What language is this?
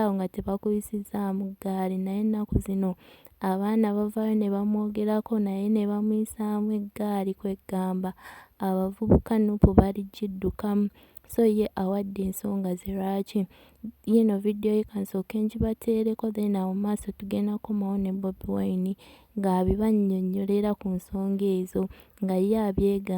Ganda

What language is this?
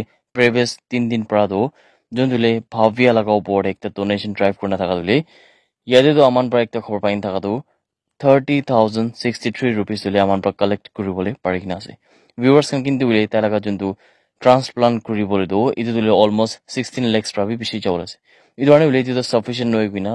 Naga Pidgin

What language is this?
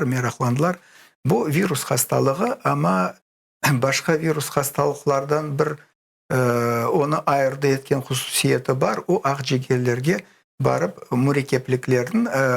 Crimean Tatar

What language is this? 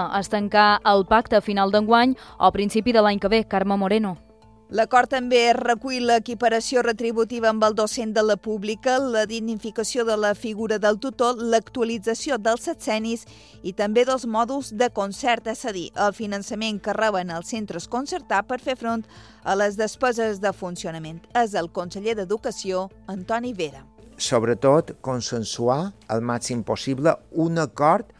Catalan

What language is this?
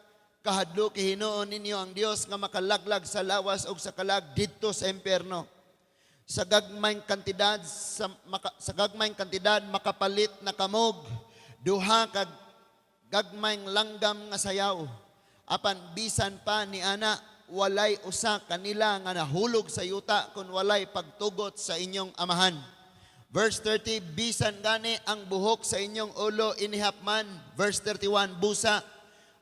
Cebuano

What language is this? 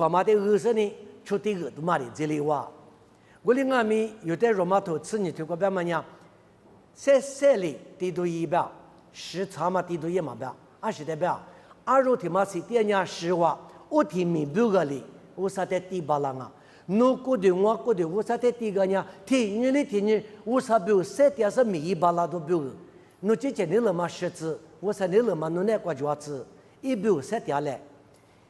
Lisu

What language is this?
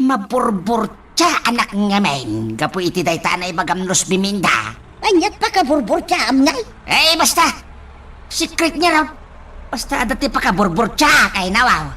Iloko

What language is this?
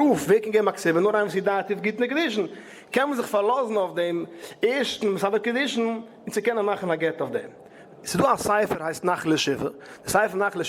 Yiddish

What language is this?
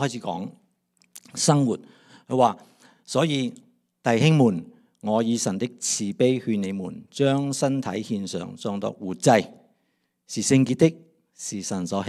Cantonese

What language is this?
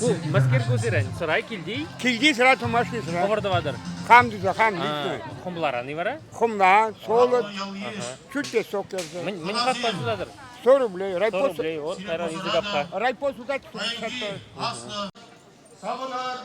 Chuvash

